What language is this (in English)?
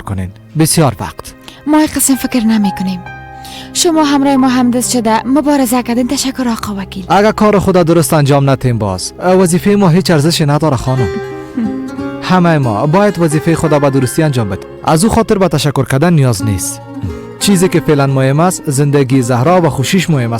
Persian